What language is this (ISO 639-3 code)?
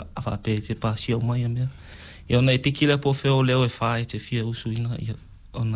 smo